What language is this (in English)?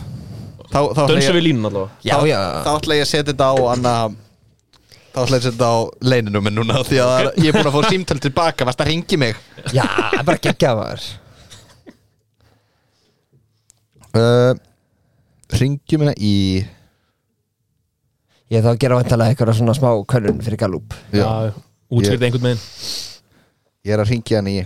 Icelandic